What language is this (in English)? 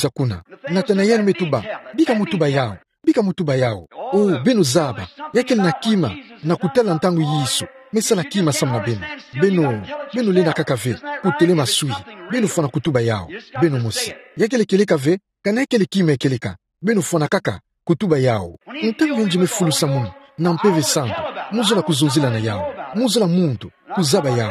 Kituba (Democratic Republic of Congo)